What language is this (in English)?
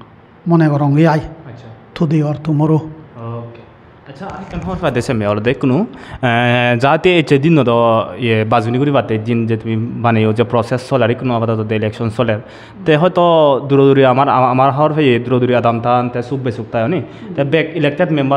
Chakma